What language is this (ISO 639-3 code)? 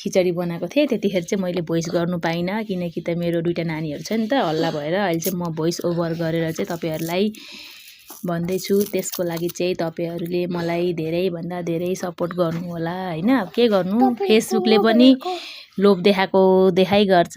nep